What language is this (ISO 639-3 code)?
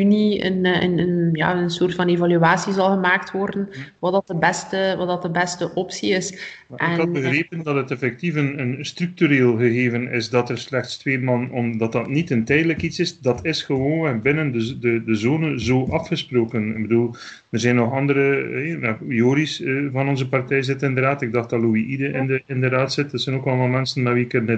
nld